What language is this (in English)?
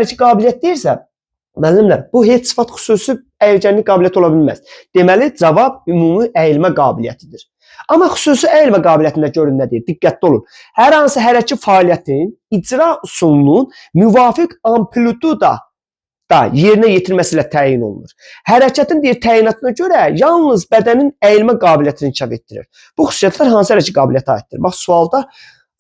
Azerbaijani